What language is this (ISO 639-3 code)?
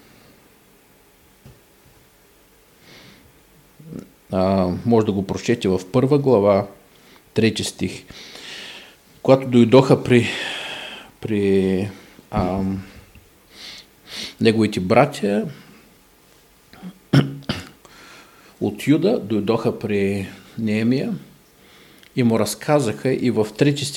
bul